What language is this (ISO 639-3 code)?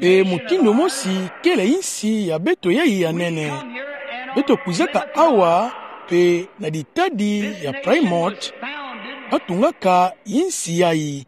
ktu